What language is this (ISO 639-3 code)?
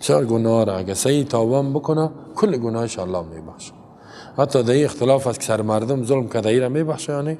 fas